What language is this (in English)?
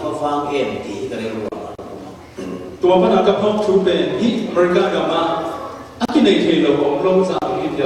Falam Chin